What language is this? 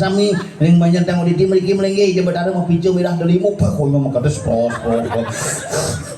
Balinese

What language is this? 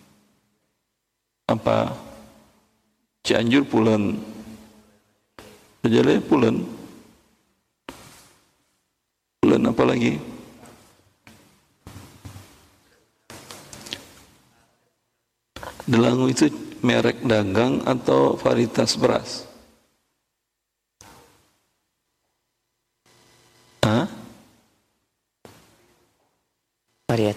Indonesian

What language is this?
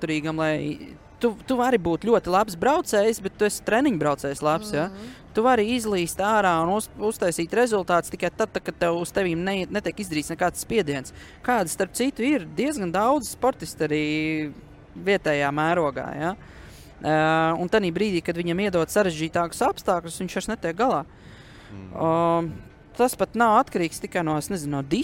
Latvian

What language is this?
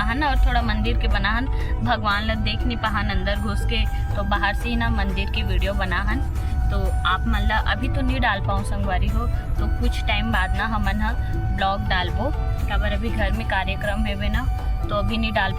Chhattisgarhi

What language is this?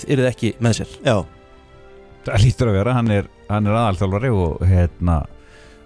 Icelandic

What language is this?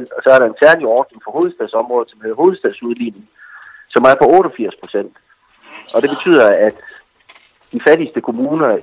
Danish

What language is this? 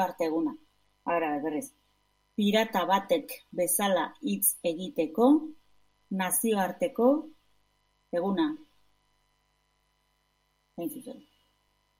Basque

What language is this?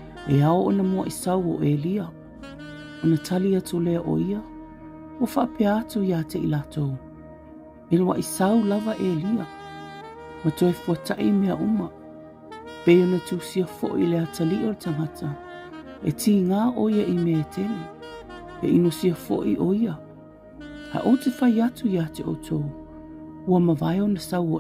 Samoan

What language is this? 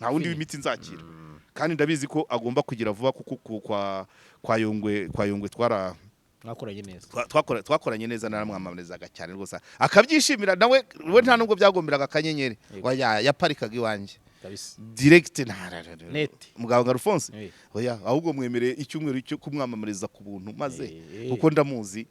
Kinyarwanda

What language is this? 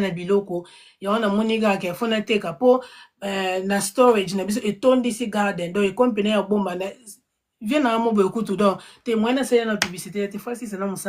Lingala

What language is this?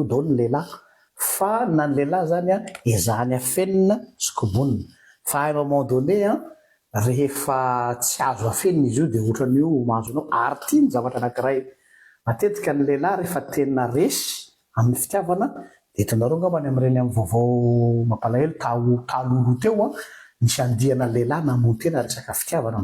Malagasy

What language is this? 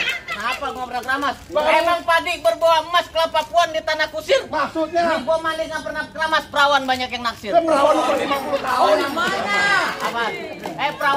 Betawi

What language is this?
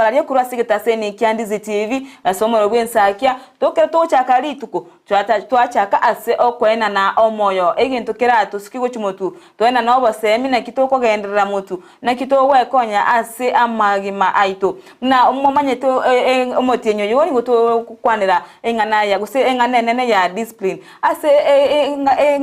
Gusii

